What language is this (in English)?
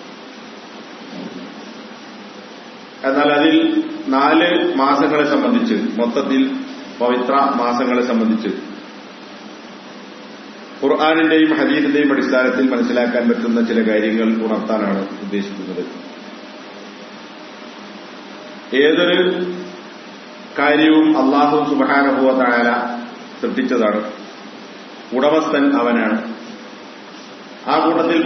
Malayalam